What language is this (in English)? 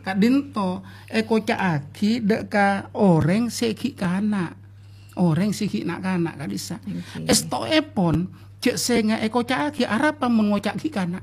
Madurese